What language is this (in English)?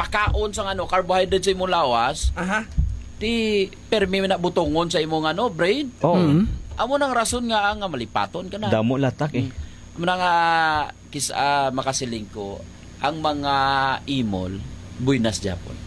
Hiligaynon